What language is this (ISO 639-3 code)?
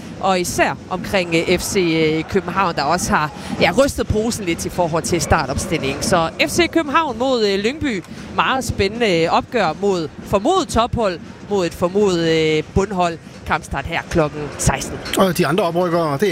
dan